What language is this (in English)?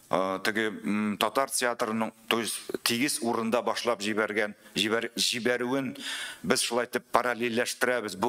Tatar